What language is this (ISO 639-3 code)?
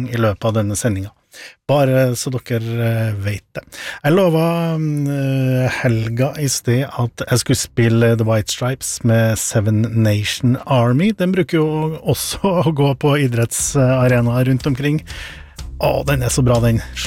nor